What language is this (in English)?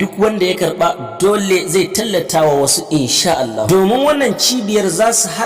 Hausa